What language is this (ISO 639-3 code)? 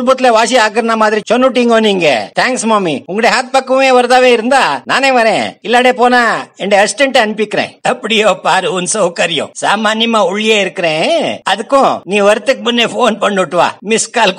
tam